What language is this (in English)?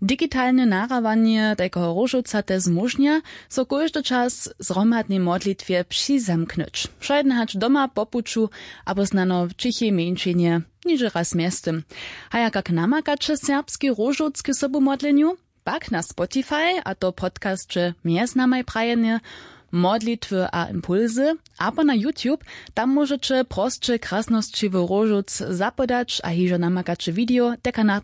Upper Sorbian